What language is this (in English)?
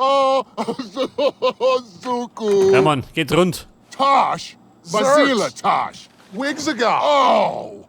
Bavarian